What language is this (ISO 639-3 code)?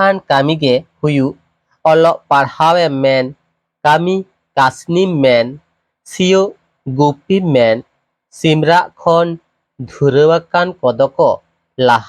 sat